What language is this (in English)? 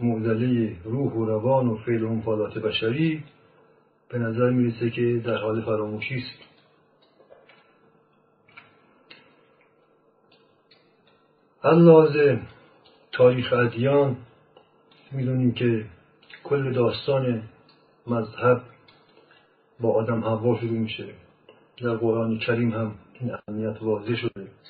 Persian